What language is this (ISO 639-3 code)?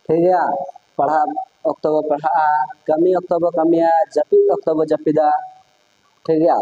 sat